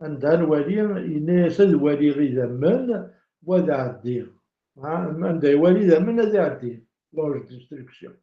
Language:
Kabyle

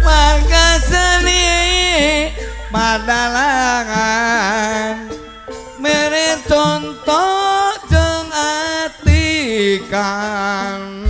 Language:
Sundanese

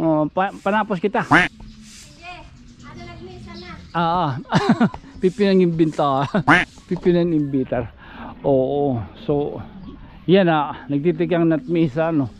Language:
Waray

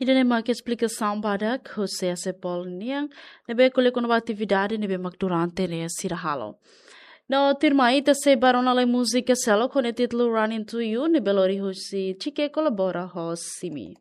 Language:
Tetum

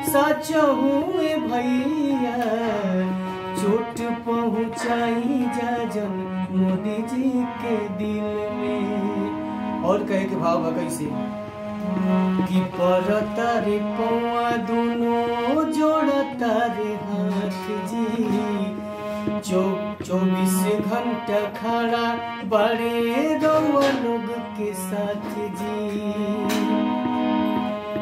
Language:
Bhojpuri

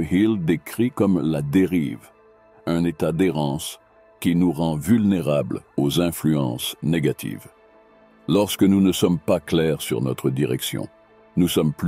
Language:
French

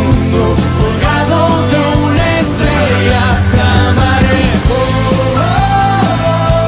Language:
Spanish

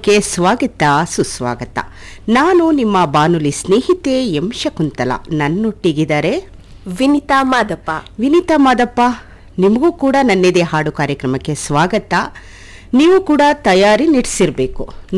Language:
Kannada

